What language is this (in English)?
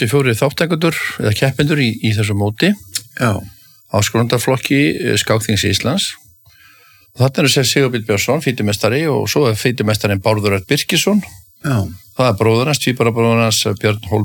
Icelandic